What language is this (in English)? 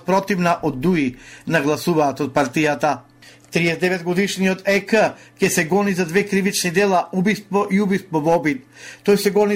Macedonian